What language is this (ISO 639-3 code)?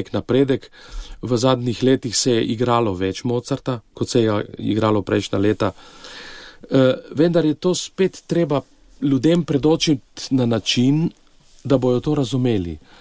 slv